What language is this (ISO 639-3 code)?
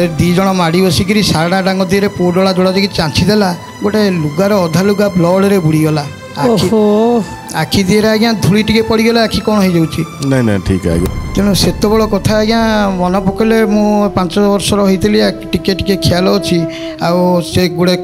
ori